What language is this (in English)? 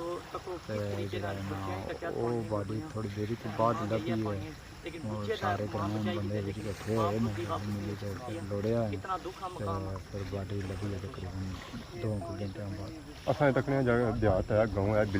Pahari-Potwari